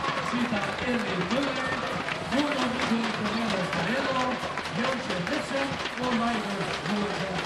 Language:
Faroese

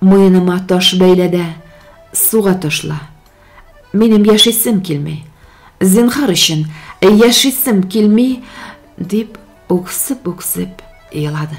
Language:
Tatar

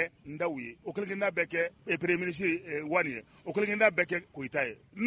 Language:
Bambara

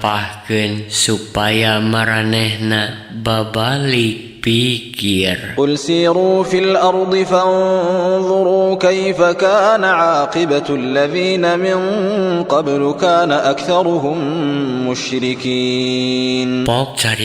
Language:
Sundanese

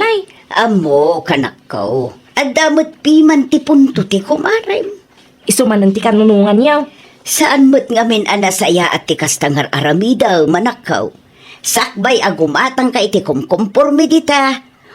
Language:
Iloko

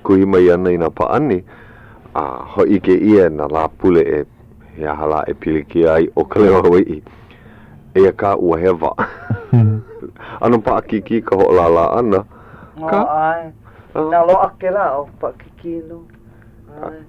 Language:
Hawaiian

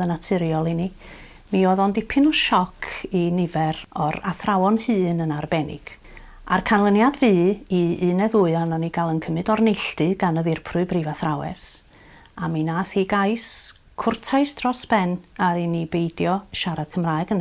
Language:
Welsh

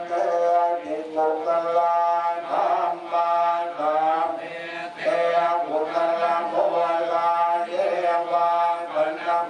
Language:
Pali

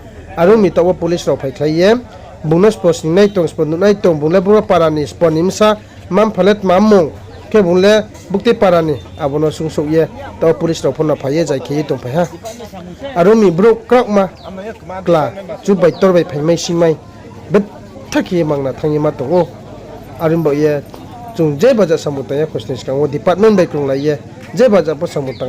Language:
Riang (India)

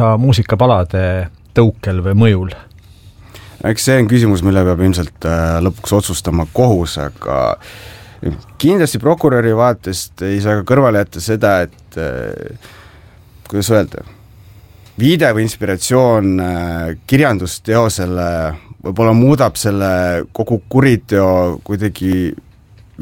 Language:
Estonian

